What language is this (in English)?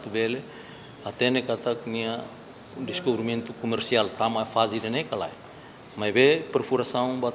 Tetum